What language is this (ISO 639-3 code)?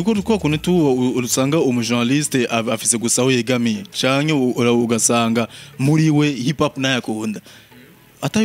run